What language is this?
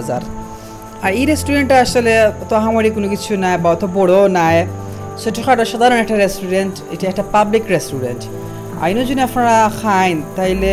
Sylheti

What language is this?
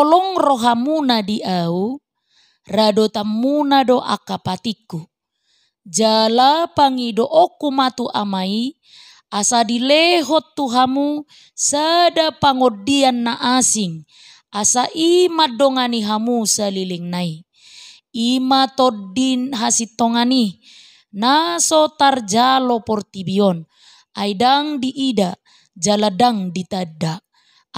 Batak Toba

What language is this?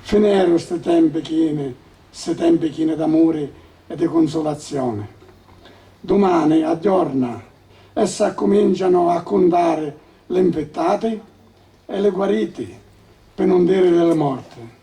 Sicilian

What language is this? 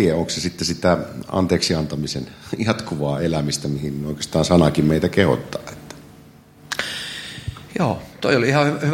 Finnish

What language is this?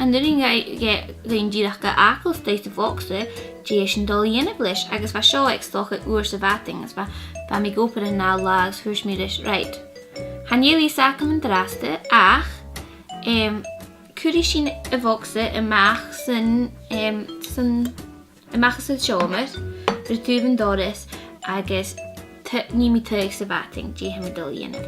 Scottish Gaelic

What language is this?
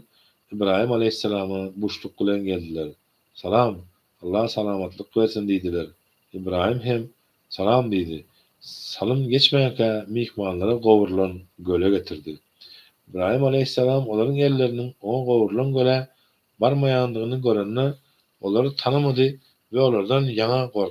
Turkmen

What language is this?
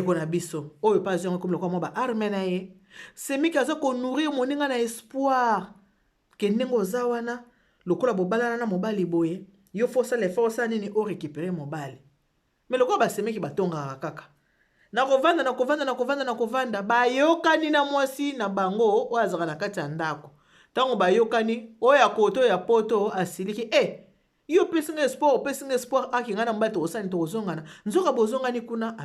Lingala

